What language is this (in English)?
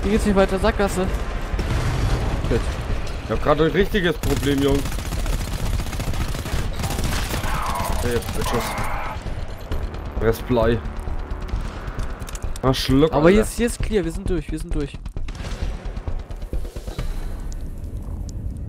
German